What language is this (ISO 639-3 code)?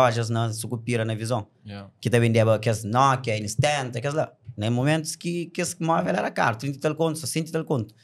kea